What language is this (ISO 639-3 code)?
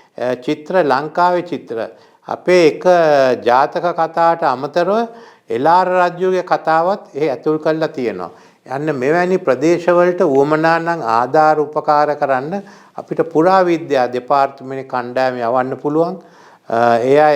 sin